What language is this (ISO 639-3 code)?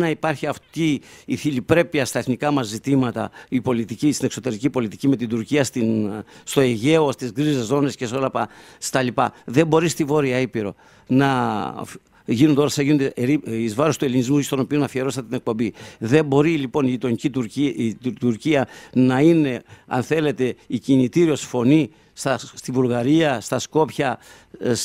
ell